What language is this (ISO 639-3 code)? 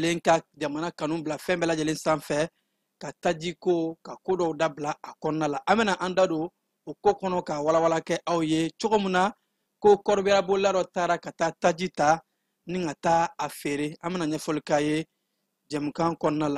bam